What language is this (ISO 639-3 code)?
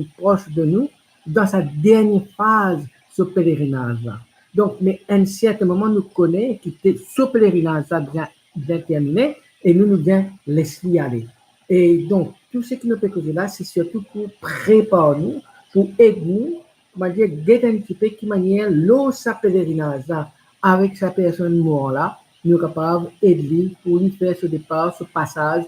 mfe